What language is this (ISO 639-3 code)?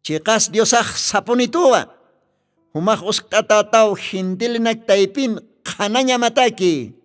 aym